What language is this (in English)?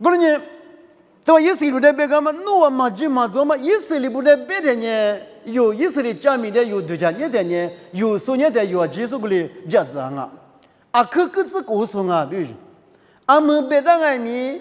Lisu